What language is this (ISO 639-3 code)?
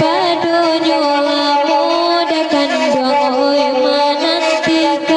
min